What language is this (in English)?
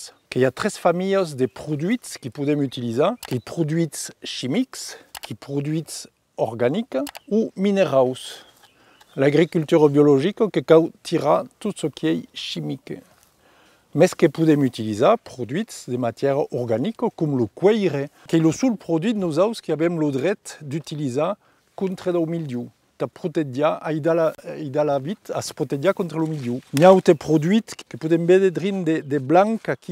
Occitan